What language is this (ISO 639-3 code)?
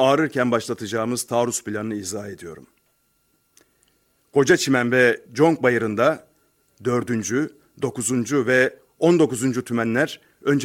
tur